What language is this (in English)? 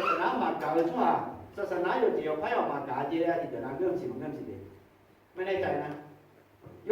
Akha